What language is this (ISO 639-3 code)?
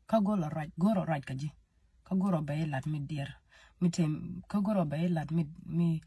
nus